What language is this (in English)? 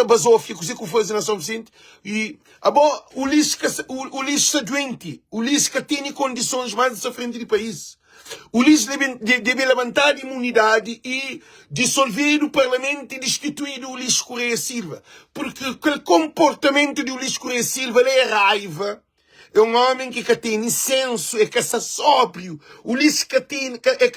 Kabuverdianu